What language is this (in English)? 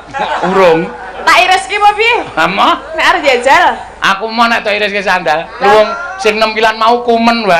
Javanese